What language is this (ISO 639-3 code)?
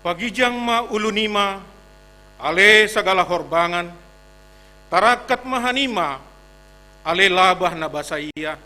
bts